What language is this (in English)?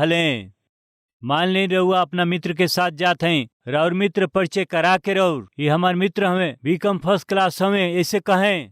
Bhojpuri